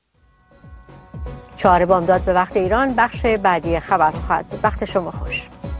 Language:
Persian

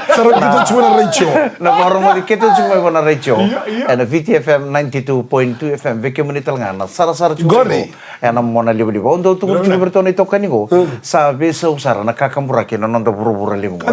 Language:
Fijian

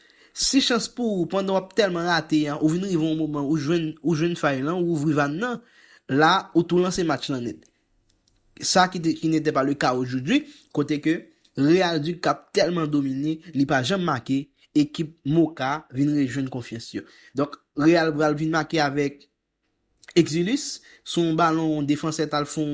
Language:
Haitian Creole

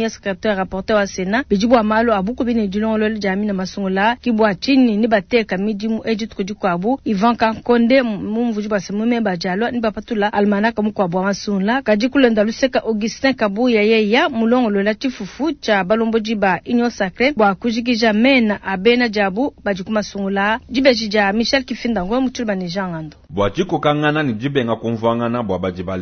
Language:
Luba-Lulua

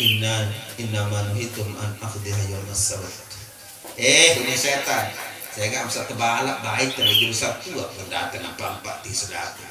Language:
Sasak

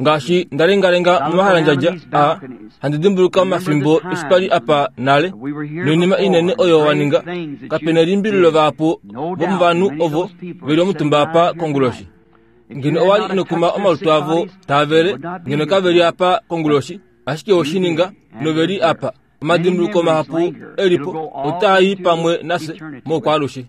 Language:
Kuanyama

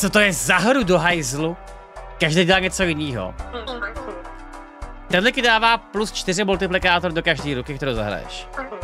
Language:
Czech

